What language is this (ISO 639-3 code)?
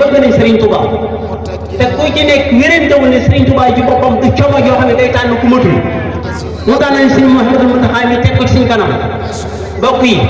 wol